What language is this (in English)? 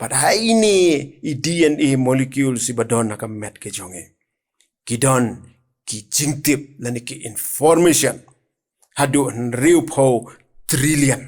Khasi